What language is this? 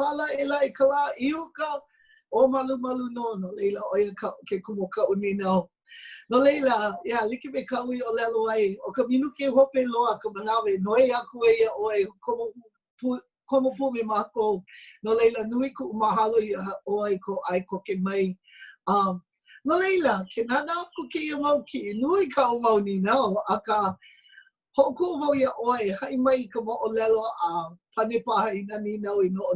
Hawaiian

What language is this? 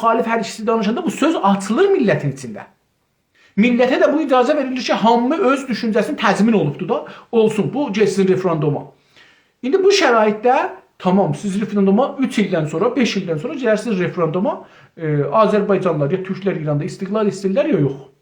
South Azerbaijani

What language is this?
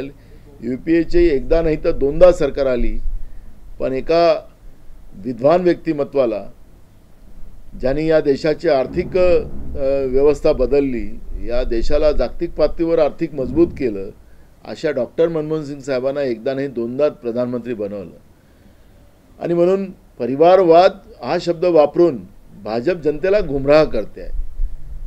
Marathi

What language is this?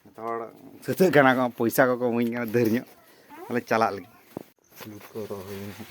Santali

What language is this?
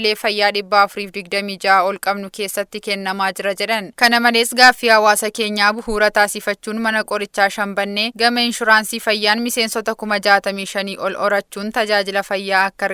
Oromo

